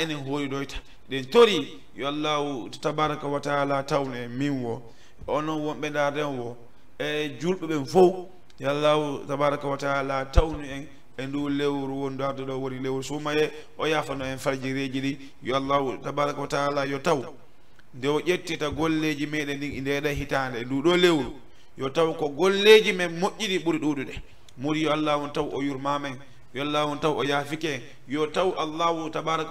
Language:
Fula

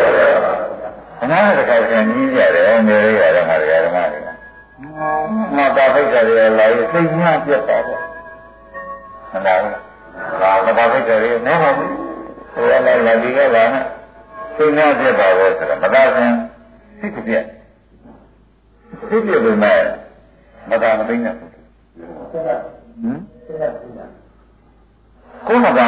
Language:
Burmese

